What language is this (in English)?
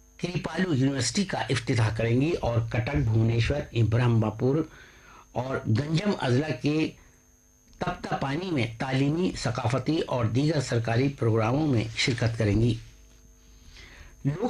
Urdu